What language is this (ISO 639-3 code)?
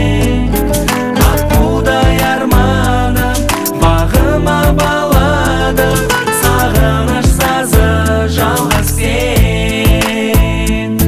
kaz